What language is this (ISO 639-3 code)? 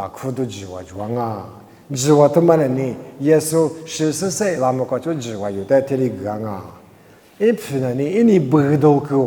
lis